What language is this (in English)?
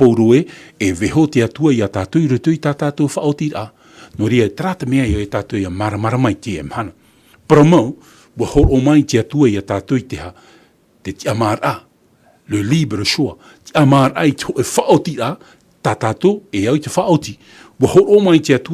Tahitian